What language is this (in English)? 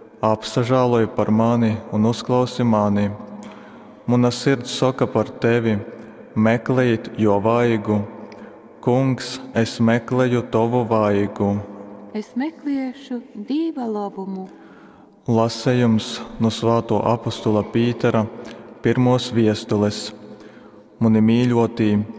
Latgalian